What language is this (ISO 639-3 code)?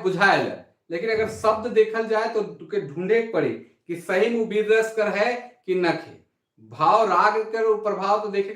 sck